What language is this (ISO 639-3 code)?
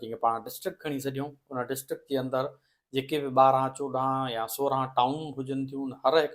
snd